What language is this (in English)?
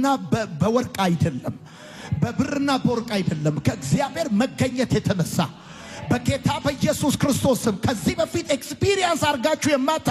Amharic